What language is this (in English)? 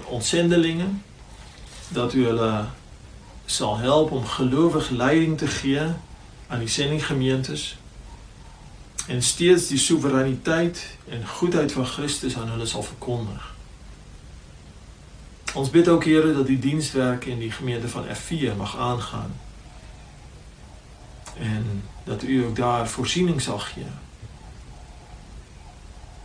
Afrikaans